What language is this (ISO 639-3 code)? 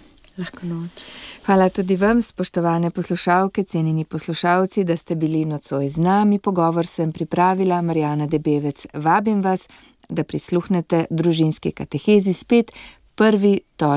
slv